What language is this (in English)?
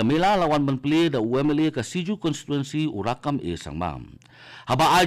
Khasi